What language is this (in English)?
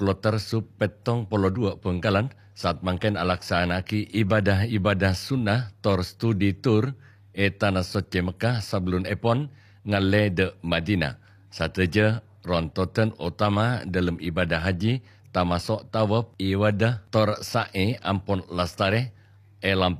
Madurese